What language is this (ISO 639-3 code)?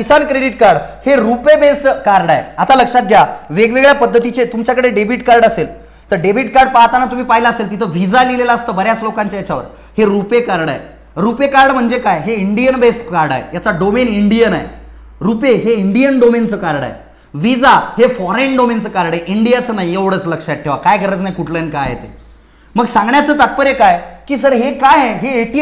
mar